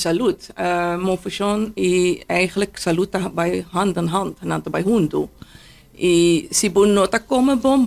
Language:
Papiamento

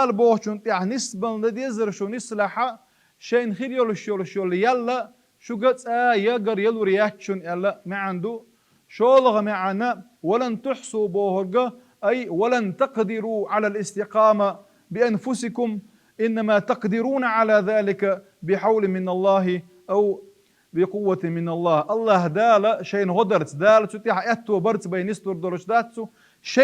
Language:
Chechen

